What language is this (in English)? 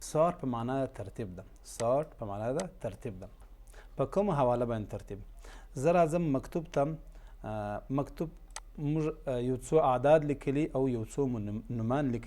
Pashto